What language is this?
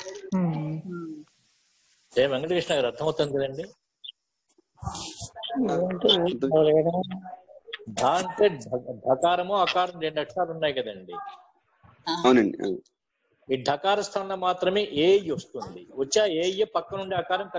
Telugu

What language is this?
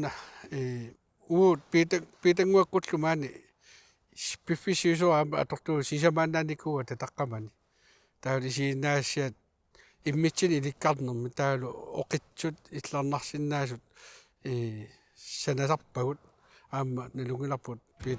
Kalaallisut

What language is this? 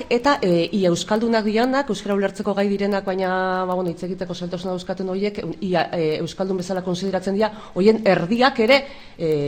Basque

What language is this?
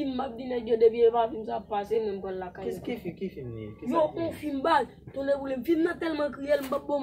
Haitian Creole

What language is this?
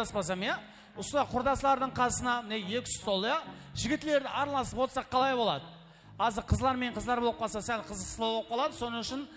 Kara-Kalpak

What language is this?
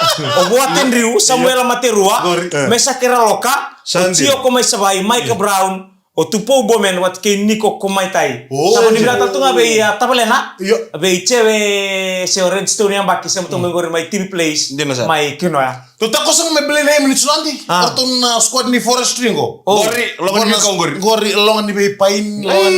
Fijian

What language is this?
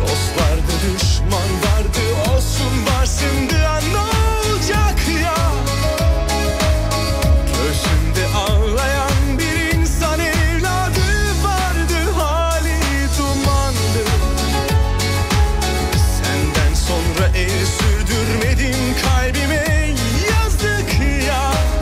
Turkish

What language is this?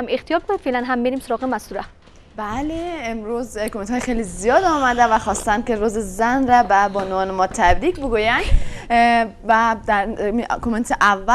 Persian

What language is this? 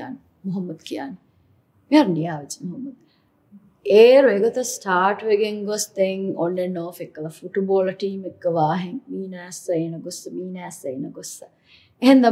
Divehi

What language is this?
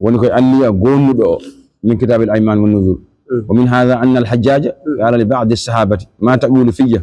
Fula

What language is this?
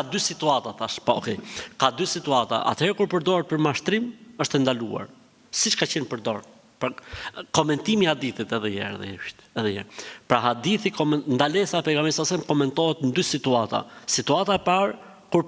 Albanian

